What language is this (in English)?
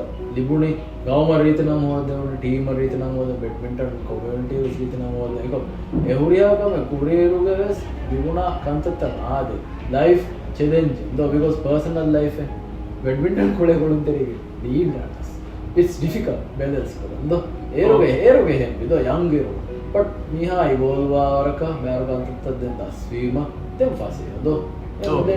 Divehi